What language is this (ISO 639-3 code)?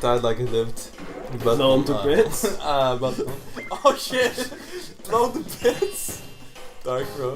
fao